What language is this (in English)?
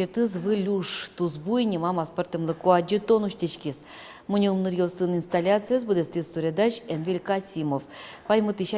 Udmurt